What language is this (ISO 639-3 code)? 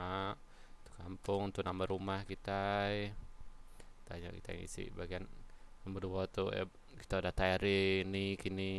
iba